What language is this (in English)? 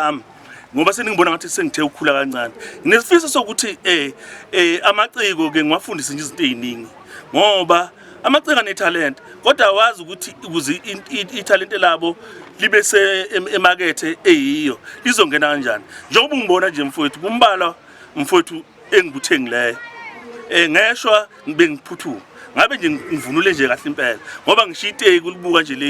Zulu